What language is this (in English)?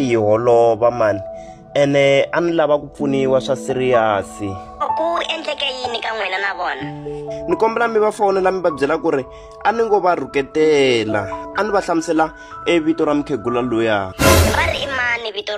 Tsonga